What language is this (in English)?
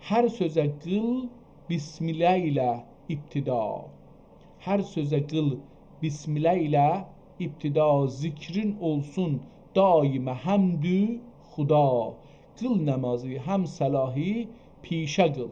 South Azerbaijani